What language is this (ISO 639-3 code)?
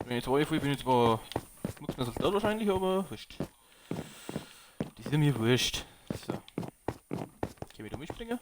bar